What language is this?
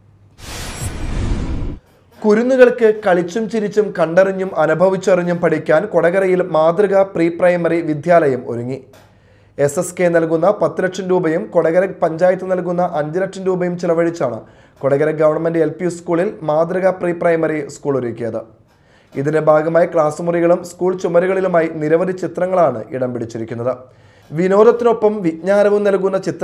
Malayalam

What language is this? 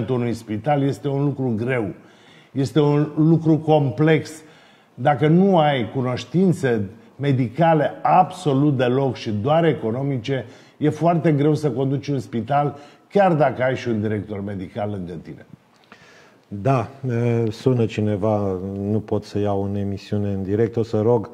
Romanian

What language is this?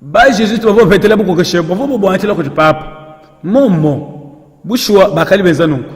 Luba-Lulua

